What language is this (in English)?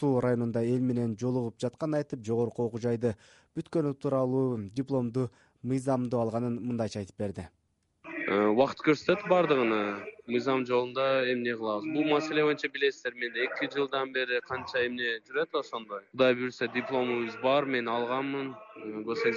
Kyrgyz